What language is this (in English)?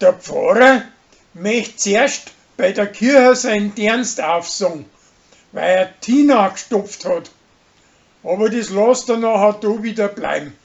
Bavarian